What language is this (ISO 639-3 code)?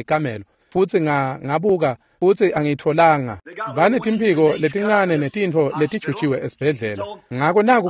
ssw